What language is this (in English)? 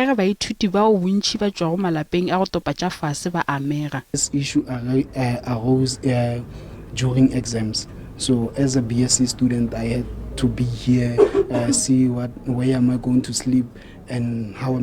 Northern Sotho